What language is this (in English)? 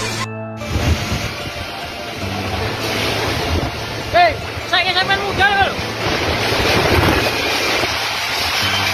Indonesian